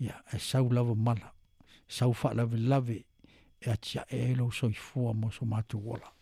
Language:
Samoan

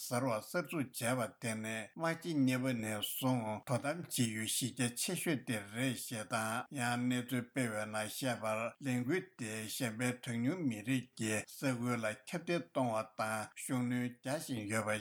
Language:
Tibetan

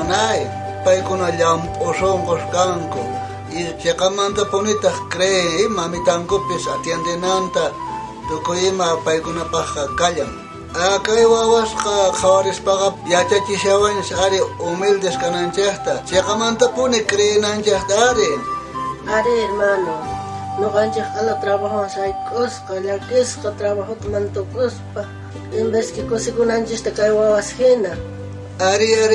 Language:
South Bolivian Quechua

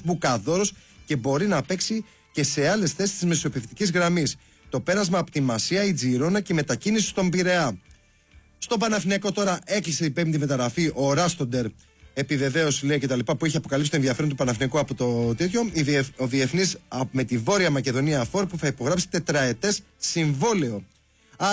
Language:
Greek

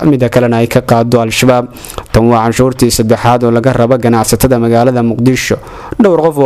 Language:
Somali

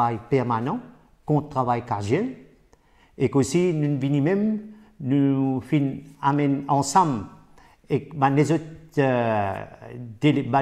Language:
Morisyen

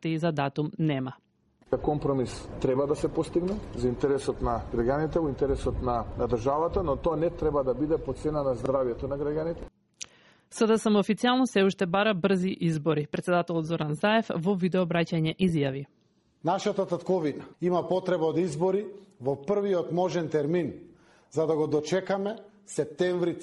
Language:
Macedonian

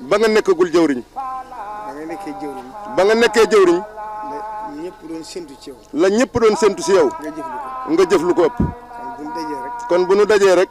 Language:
Wolof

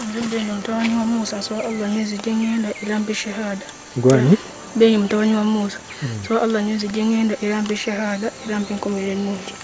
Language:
Ganda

